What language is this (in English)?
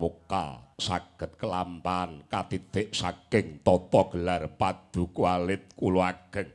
Javanese